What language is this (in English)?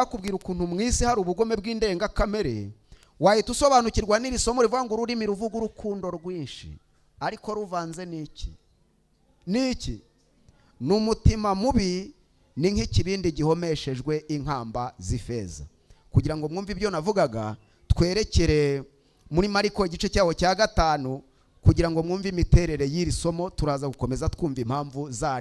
Kinyarwanda